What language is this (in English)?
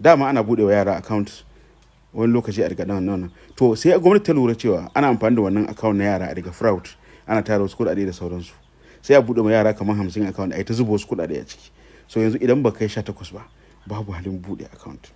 Hausa